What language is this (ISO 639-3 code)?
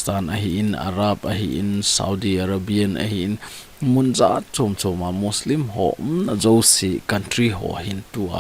tcz